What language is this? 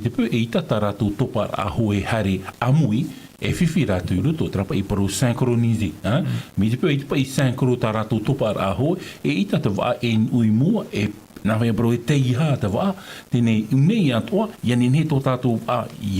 Tahitian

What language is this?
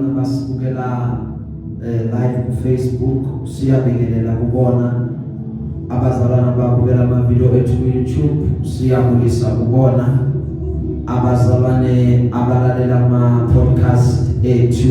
Zulu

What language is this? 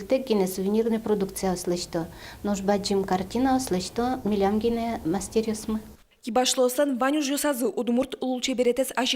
Udmurt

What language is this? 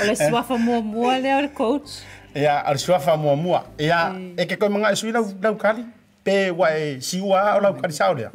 Samoan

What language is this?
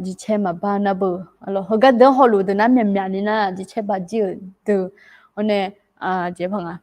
Akha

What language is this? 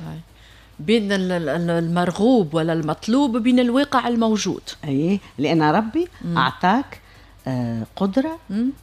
Tunisian Arabic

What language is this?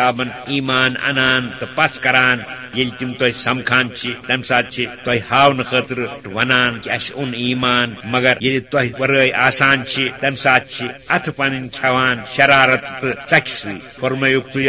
Kashmiri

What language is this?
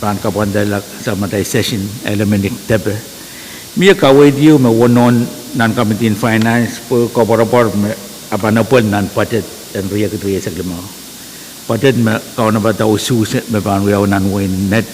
Pohnpeian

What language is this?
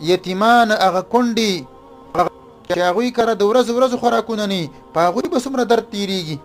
Pashto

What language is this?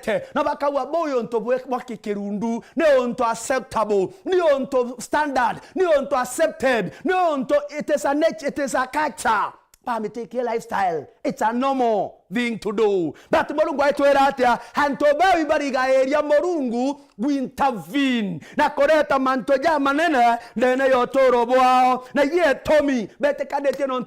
Meru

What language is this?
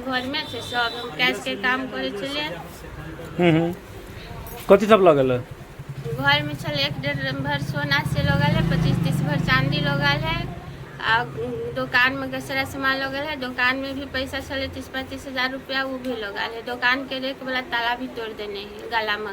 Maithili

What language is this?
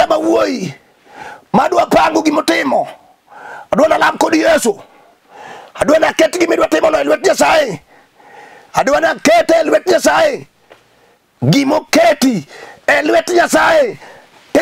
Luo (Kenya and Tanzania)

